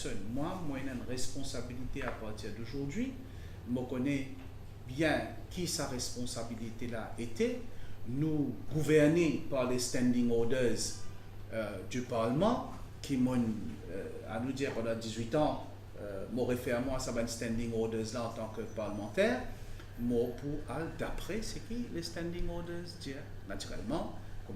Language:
Morisyen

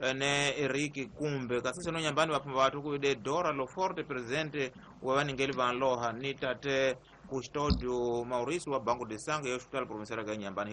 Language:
Tsonga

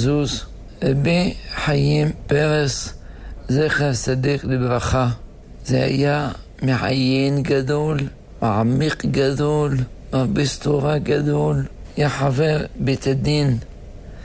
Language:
Hebrew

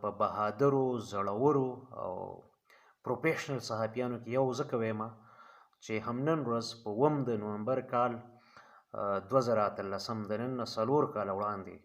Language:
Pashto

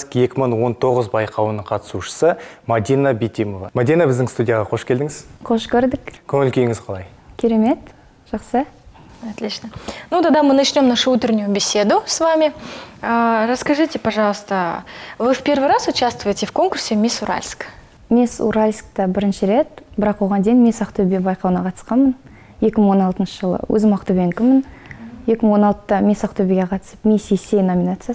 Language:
Kazakh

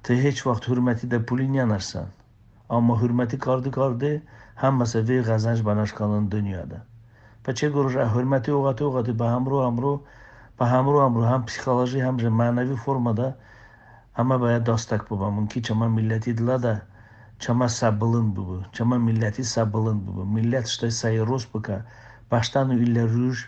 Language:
Talysh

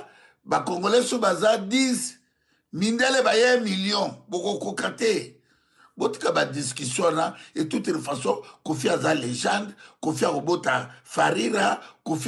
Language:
Lingala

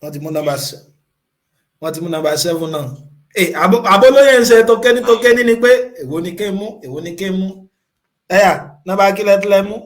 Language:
Yoruba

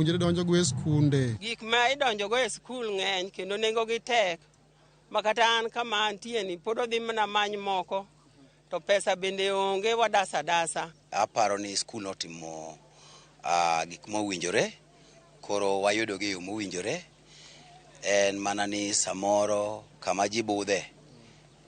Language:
Luo (Kenya and Tanzania)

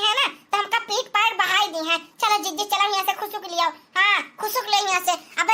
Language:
Awadhi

